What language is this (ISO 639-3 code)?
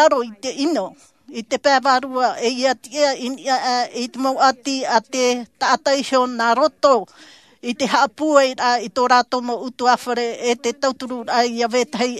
tah